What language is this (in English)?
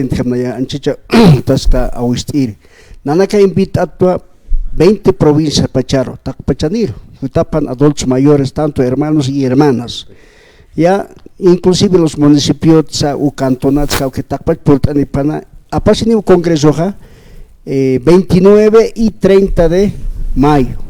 Aymara